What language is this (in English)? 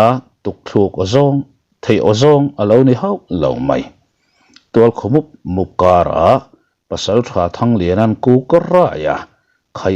Mizo